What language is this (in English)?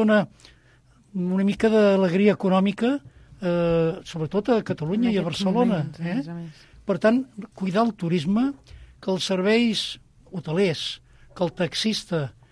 Catalan